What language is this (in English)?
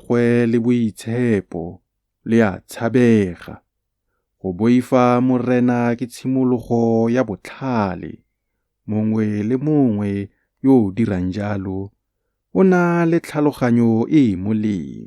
Tswana